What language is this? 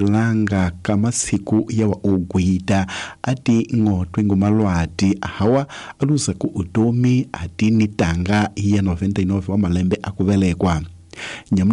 Tsonga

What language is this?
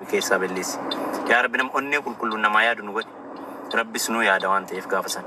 Oromo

